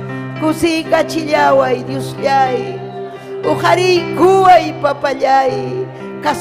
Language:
Ayacucho Quechua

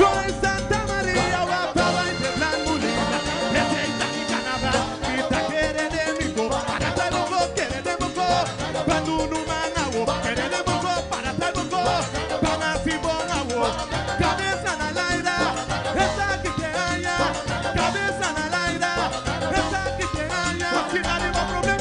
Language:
Papiamento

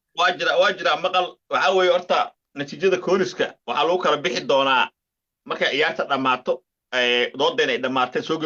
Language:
Somali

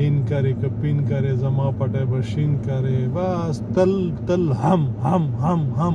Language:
Pashto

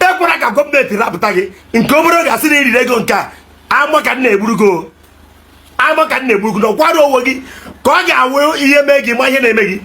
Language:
Igbo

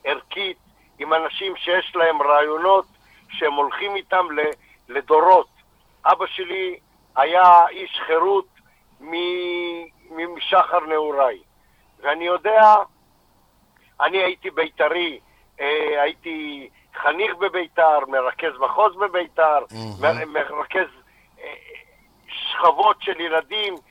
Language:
Hebrew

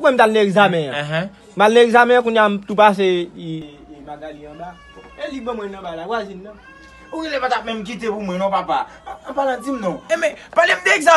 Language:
Haitian Creole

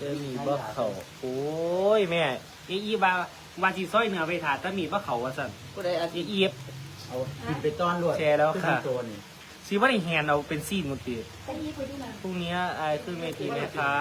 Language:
Northeastern Thai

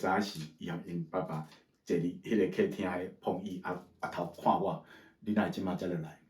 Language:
Min Nan Chinese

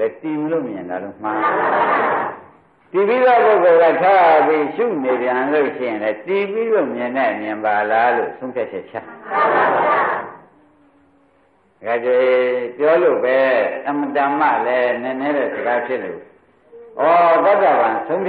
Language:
Burmese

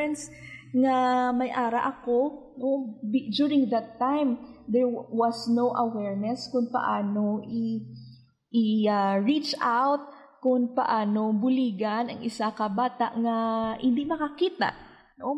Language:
Hiligaynon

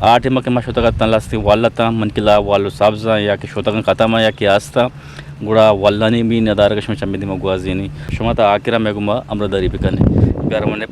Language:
Eastern Balochi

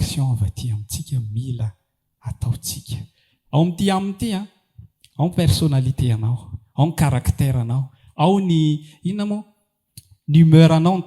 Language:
Malagasy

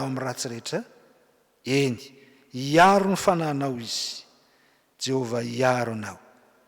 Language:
Malagasy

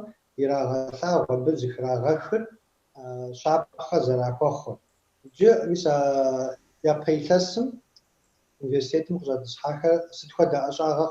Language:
Kabardian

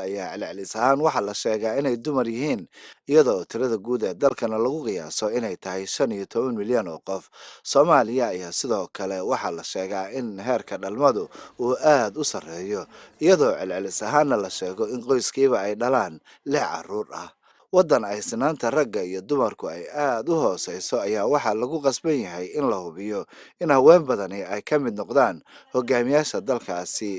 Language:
Somali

